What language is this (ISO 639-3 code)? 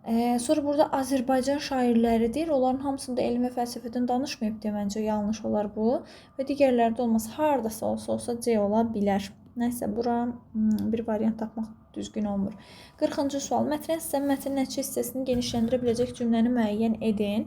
aze